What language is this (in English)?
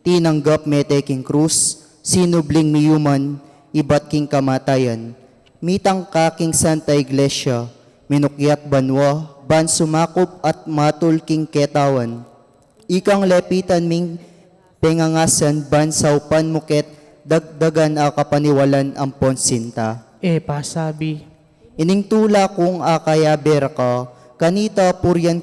Pampanga